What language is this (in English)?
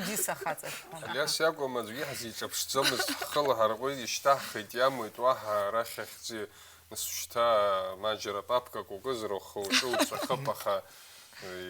Abkhazian